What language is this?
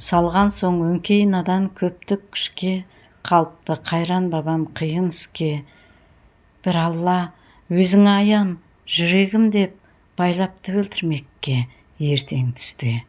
Kazakh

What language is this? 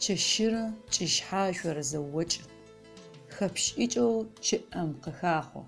Adyghe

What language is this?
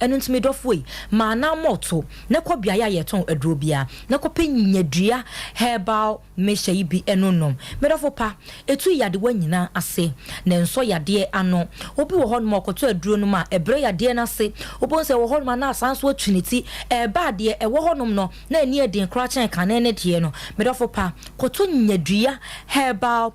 Akan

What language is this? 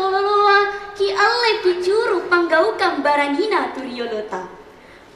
Makasar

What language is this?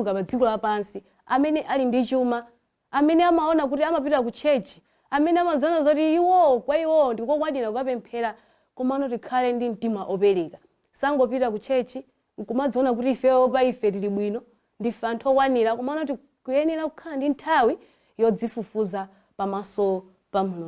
Nyanja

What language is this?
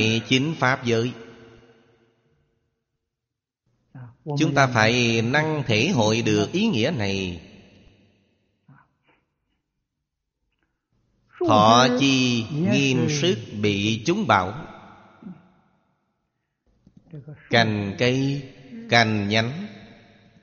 Vietnamese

